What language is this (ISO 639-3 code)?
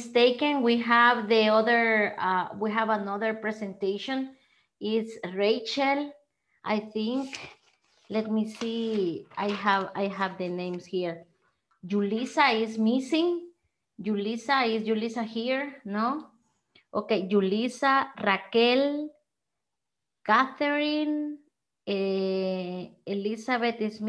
eng